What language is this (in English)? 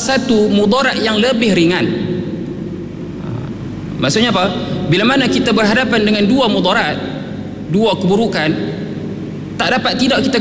Malay